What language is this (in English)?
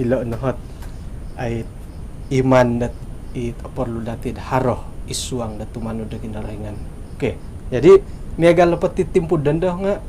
Central Dusun